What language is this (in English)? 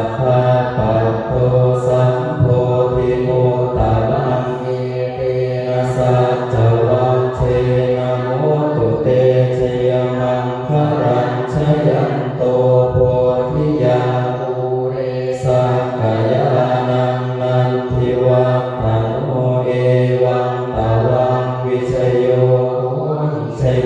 Pali